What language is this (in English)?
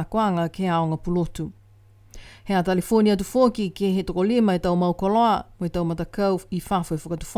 Niuean